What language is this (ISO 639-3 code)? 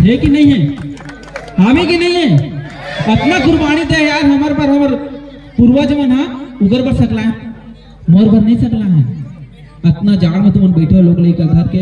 hne